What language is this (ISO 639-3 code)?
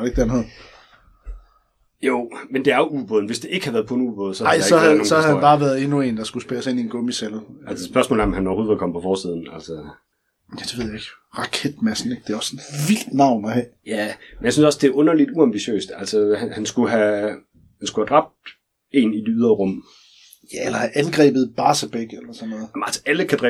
dan